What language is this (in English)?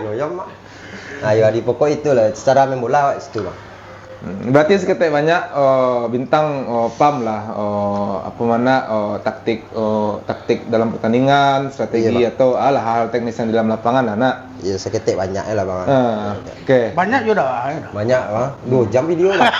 Minangkabau